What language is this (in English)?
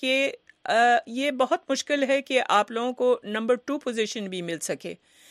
Urdu